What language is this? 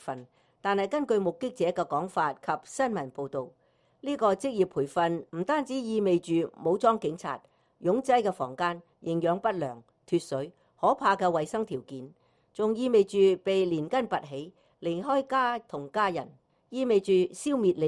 Cantonese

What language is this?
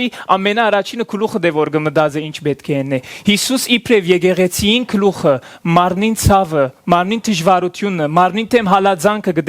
Western Armenian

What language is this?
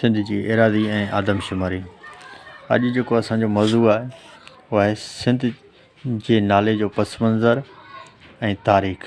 Sindhi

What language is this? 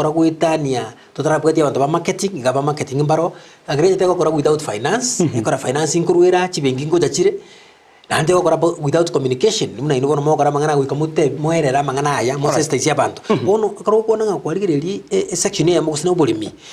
Gusii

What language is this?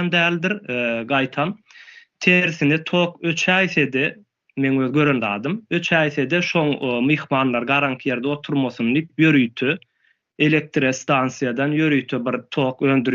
Turkmen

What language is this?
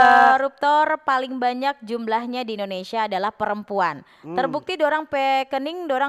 Manado Malay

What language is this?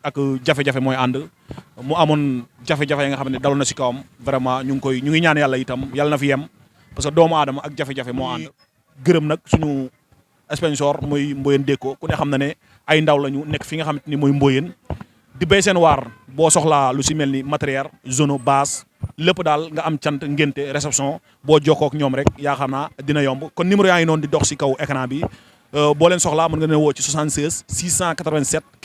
Wolof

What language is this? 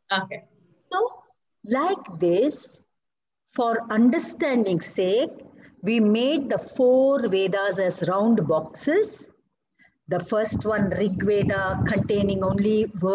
English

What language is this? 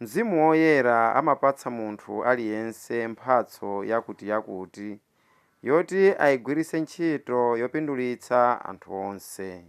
Nyanja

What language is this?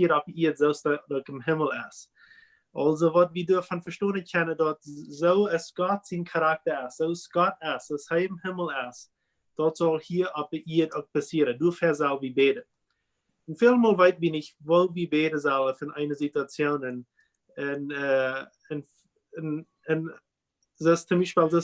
Plautdietsch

